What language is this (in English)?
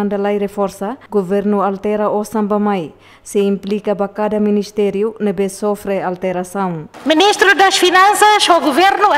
Tetum